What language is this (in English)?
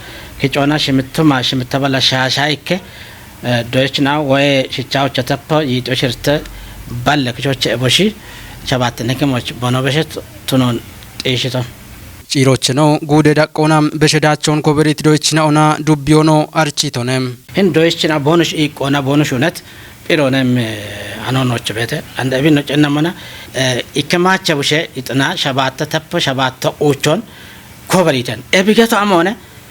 Kafa